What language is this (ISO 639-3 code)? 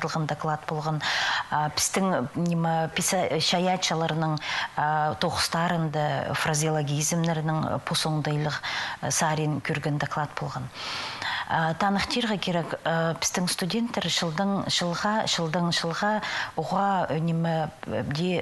kjh